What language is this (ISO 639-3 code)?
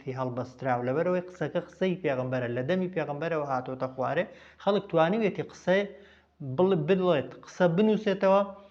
ckb